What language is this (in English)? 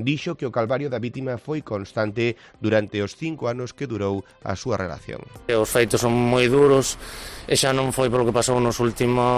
Galician